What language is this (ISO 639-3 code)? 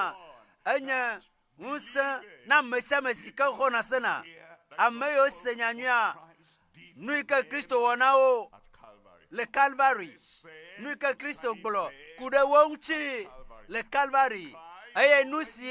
ewe